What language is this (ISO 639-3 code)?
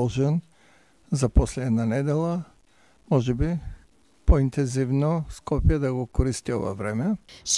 mkd